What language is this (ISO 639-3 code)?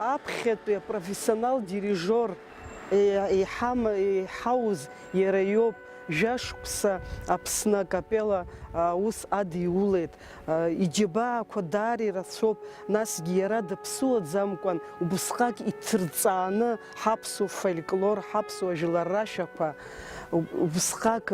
abk